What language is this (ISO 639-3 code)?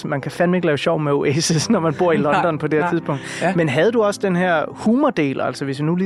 dan